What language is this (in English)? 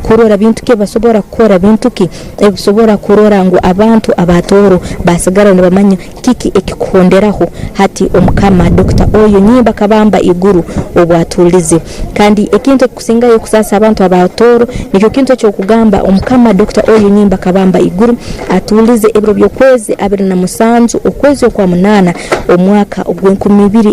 Tooro